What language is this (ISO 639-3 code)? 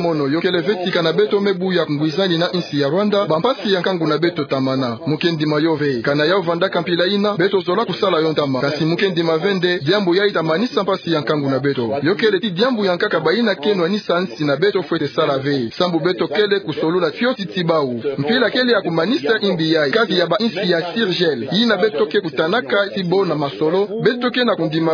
ktu